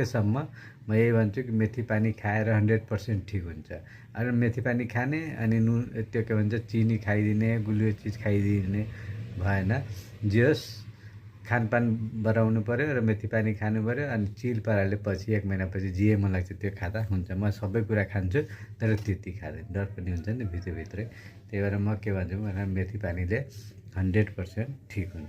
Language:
Nepali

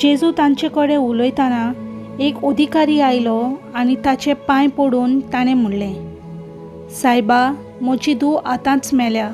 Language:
Konkani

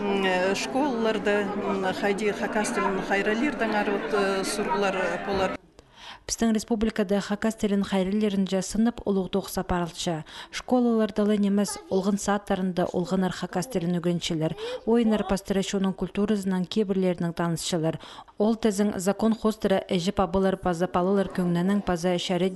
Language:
Khakas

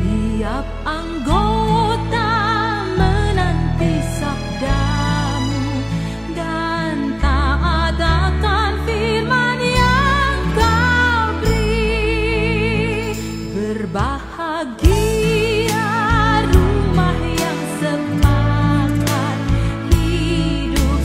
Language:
Nias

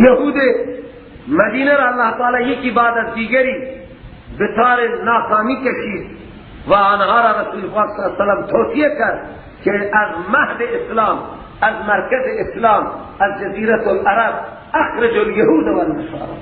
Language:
Persian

